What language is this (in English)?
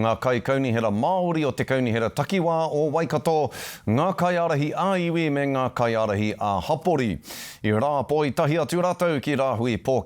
Māori